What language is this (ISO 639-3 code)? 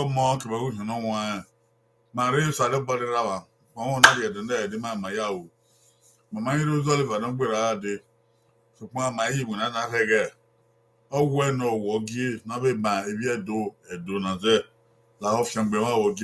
bin